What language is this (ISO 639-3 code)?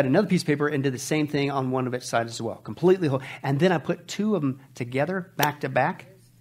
eng